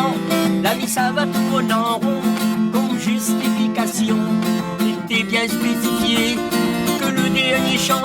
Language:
Réunion Creole French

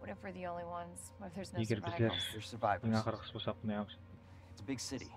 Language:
Kara-Kalpak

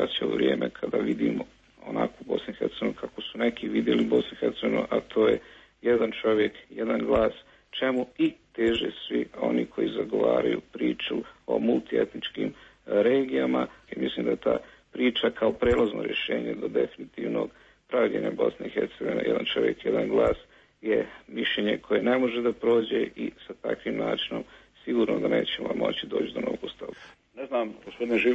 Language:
Bosnian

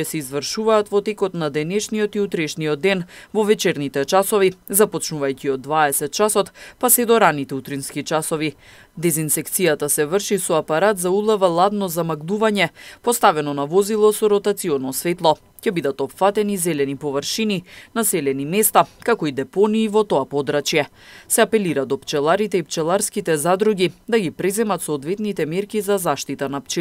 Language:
Macedonian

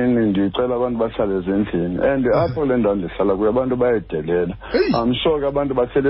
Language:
Xhosa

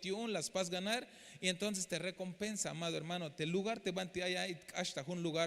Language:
Tzeltal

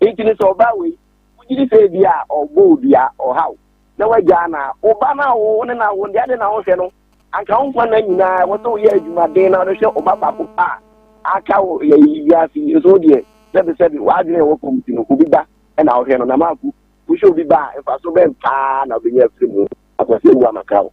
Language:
Akan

